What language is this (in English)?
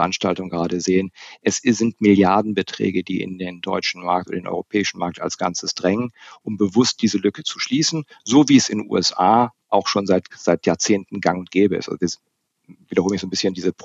German